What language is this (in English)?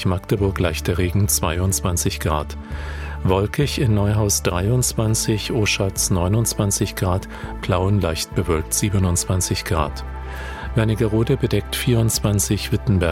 German